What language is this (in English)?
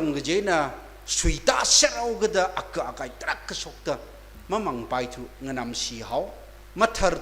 Tangkhul Naga (India)